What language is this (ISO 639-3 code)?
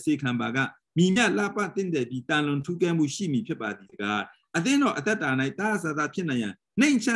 mya